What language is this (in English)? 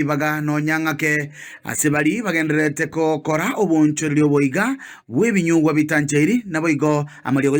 Gusii